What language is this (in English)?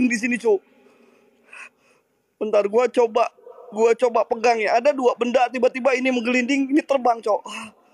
Indonesian